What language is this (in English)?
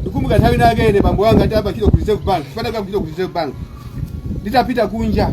Nyanja